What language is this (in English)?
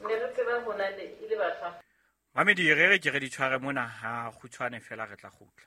Southern Sotho